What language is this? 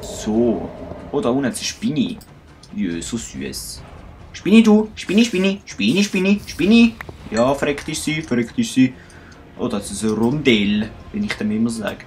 Swiss German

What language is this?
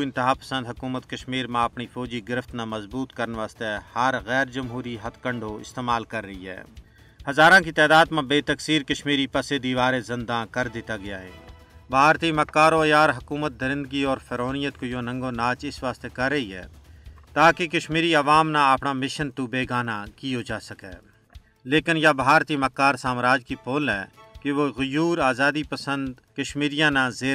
Gujari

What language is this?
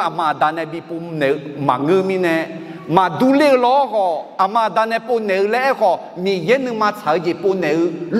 Akha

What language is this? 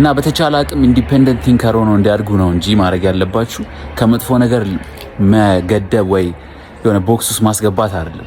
Amharic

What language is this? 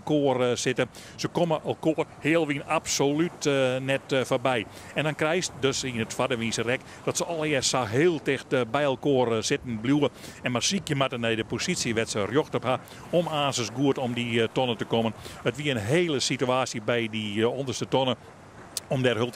Western Frisian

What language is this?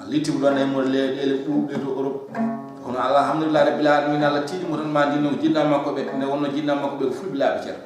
Fula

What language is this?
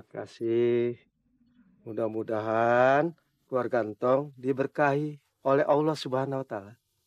Betawi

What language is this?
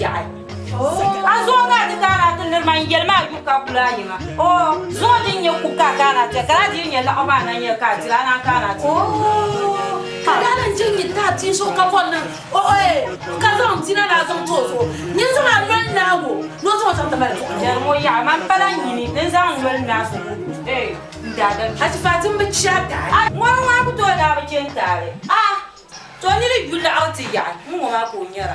Dagbani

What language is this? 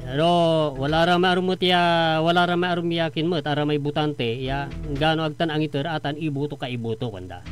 Pangasinan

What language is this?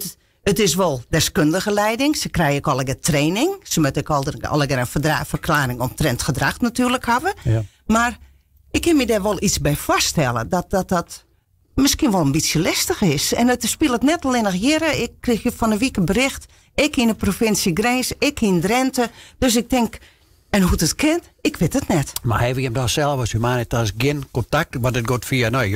Western Frisian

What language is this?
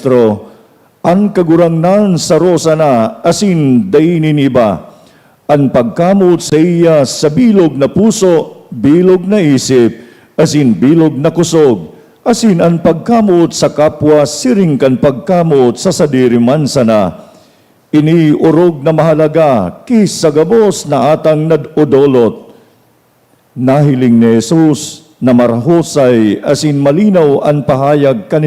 Bikol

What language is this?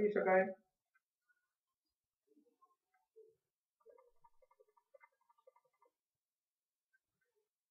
Gujarati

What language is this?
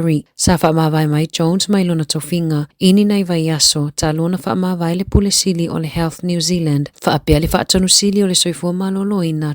Samoan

